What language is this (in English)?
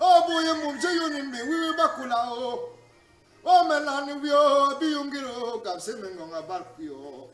Cameroon Pidgin